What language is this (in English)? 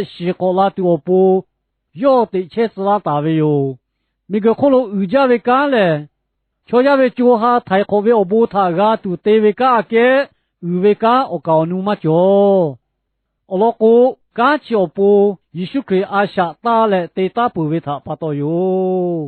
Lahu